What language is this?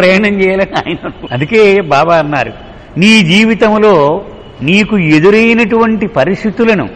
Telugu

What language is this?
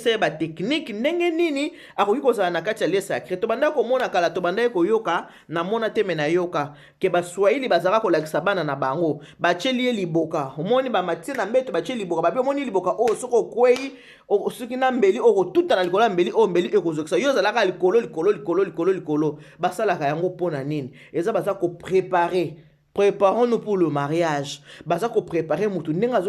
Lingala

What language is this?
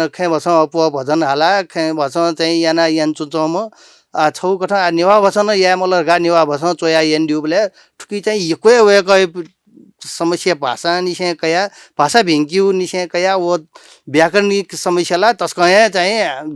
Newari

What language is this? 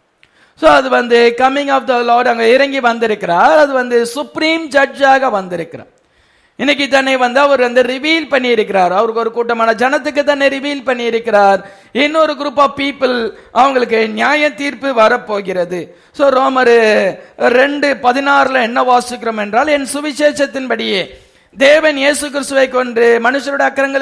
Tamil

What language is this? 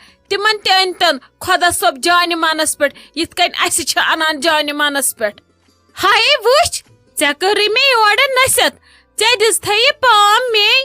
Kashmiri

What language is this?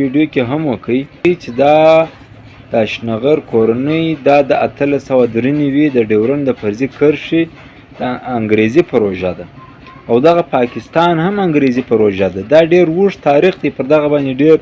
Pashto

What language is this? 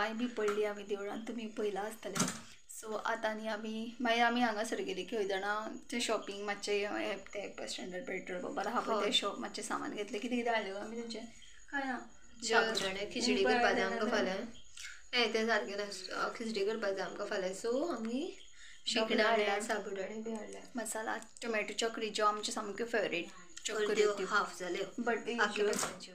Konkani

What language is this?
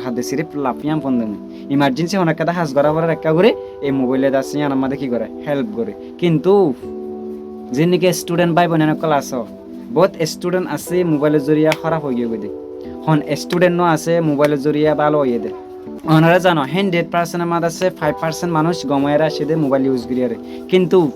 Rohingya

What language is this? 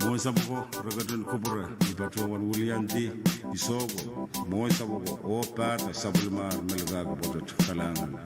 Pohnpeian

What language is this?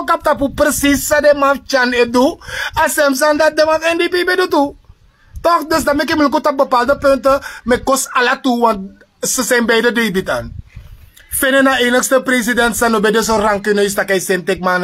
Sranan Tongo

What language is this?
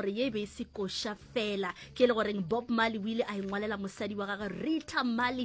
Northern Sotho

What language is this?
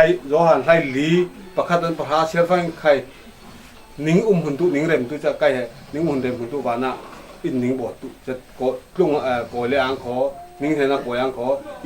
Falam Chin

